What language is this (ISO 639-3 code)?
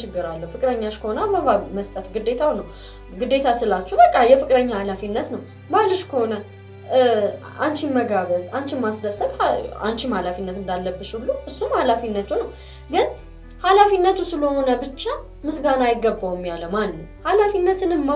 amh